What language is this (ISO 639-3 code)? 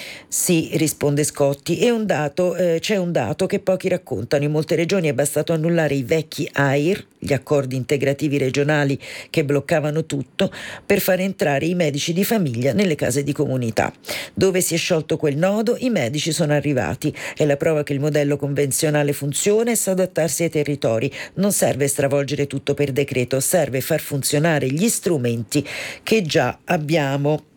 ita